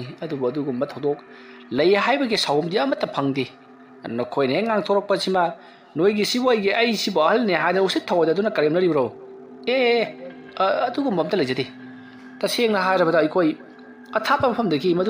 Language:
Manipuri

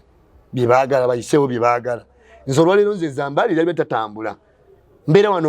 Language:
Ganda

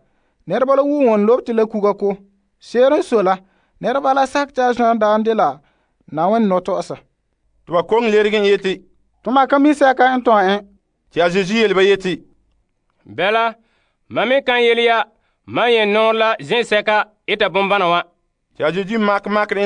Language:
Frafra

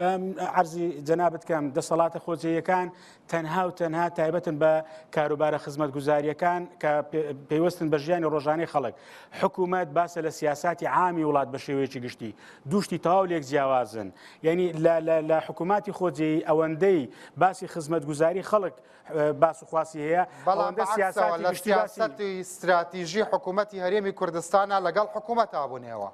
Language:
Central Kurdish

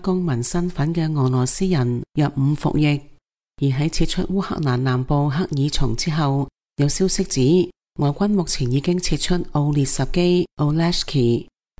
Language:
Cantonese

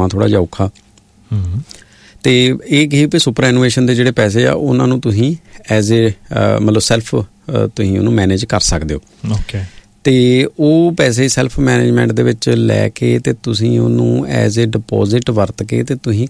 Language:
Punjabi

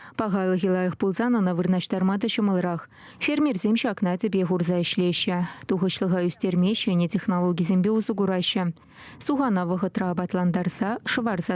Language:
Chuvash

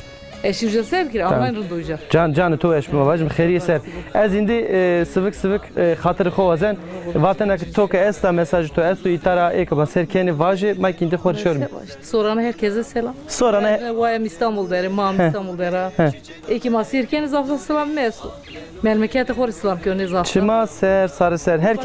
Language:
Zaza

